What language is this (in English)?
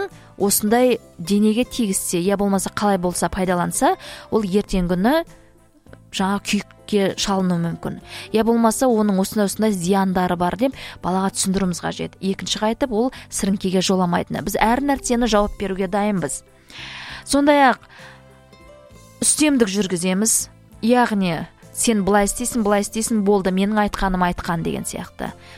Kazakh